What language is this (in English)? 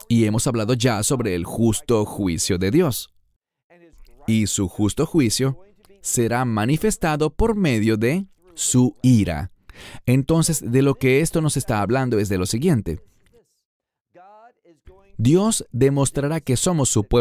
Spanish